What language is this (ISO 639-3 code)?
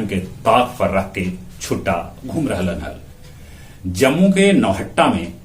mag